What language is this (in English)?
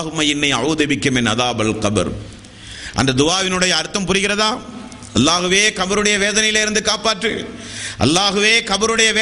Tamil